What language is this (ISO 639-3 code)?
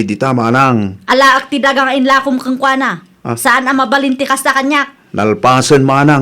ilo